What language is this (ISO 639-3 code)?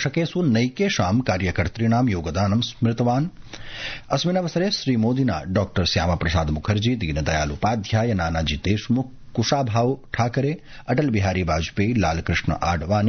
san